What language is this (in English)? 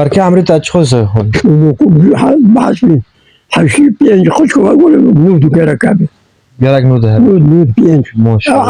Kurdish